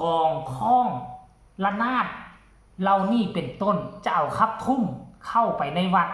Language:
Lao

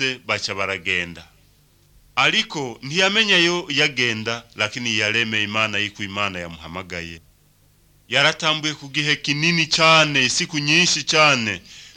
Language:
Kinyarwanda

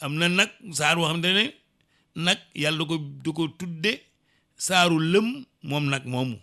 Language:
Wolof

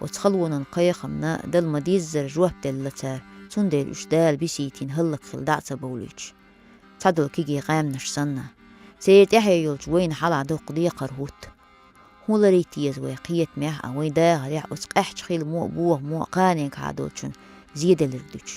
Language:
Chechen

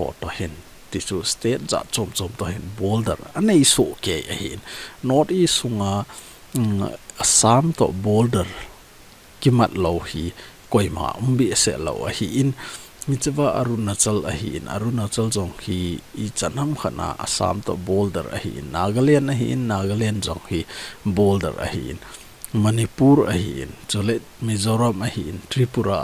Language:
Thado Chin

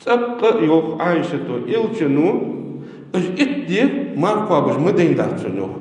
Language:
Ingush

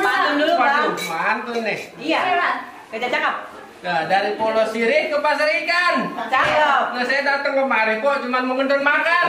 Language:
Betawi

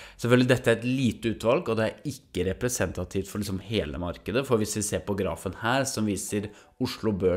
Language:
Norwegian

